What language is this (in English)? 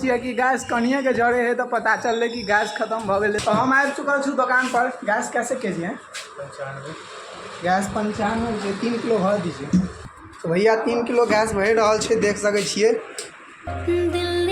Maithili